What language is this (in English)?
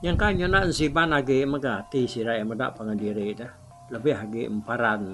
Iban